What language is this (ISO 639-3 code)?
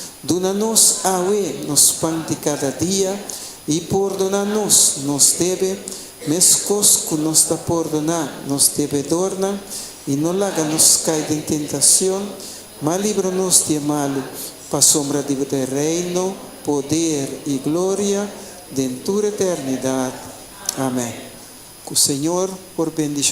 pap